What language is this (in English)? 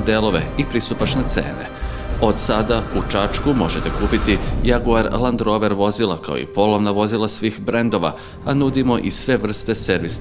Serbian